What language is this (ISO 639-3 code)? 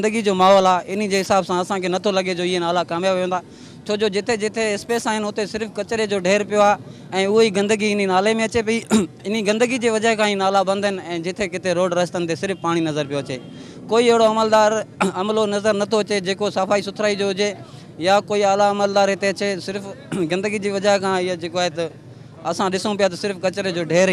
snd